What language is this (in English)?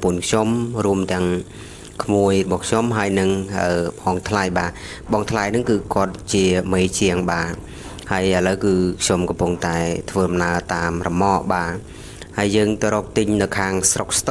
Khmer